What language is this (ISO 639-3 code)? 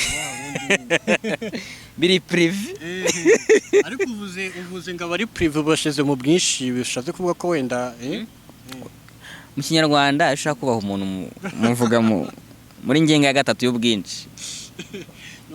kin